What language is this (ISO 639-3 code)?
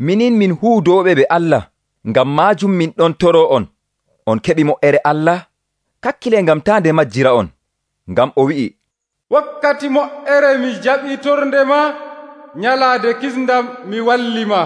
fuv